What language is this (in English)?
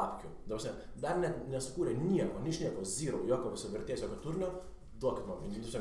Lithuanian